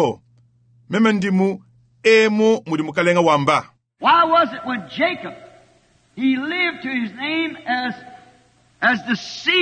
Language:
Luba-Lulua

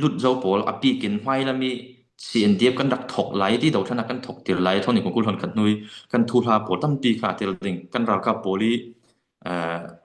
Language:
Falam Chin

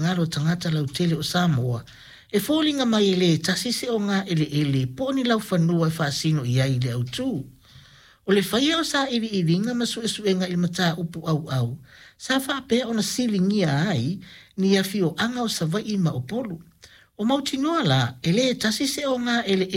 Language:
Samoan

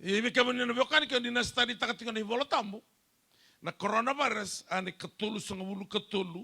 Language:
Fijian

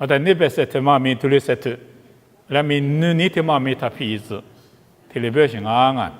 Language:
Lisu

